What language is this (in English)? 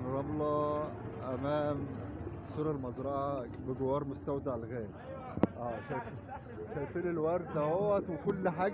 Egyptian Arabic